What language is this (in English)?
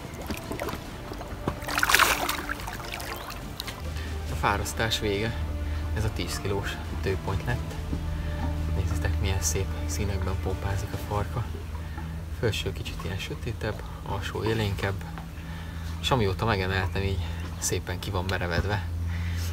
Hungarian